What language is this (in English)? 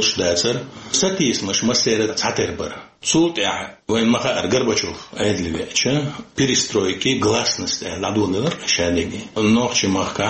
Chechen